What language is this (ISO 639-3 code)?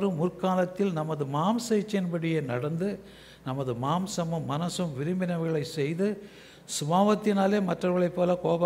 tam